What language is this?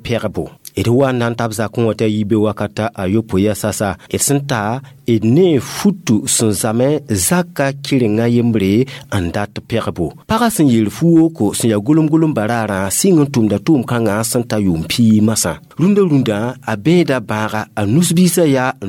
Mossi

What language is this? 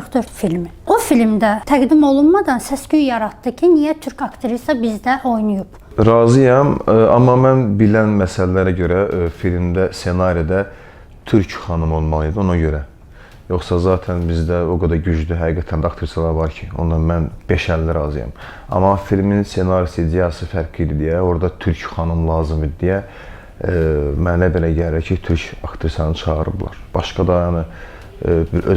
Azerbaijani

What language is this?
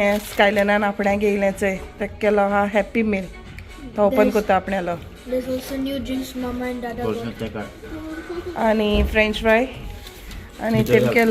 Konkani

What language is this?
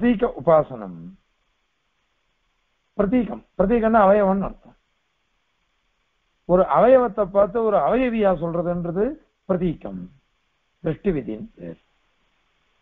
Tamil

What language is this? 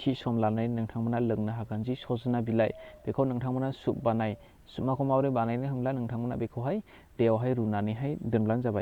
Bodo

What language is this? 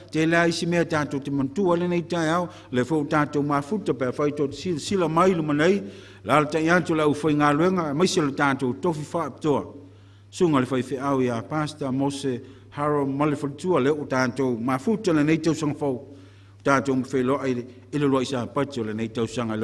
Samoan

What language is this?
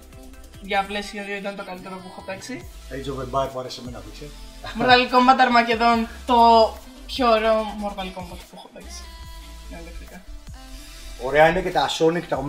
Greek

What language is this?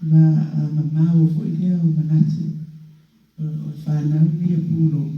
Samoan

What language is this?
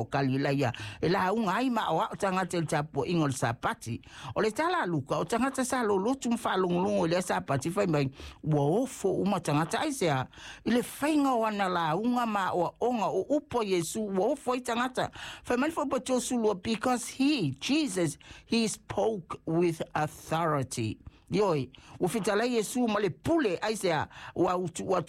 Samoan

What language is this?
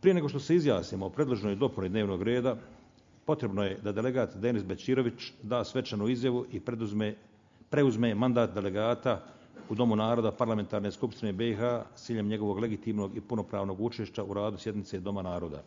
Bosnian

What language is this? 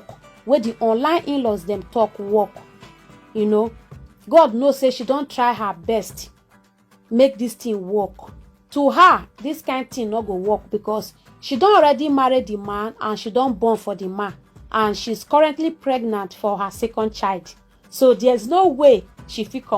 Nigerian Pidgin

